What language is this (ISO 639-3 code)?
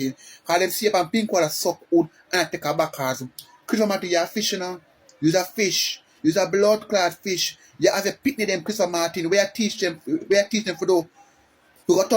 jam